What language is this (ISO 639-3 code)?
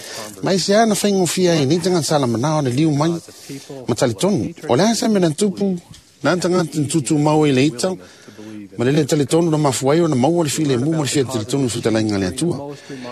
smo